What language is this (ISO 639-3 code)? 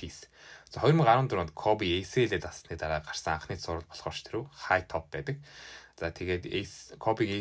mon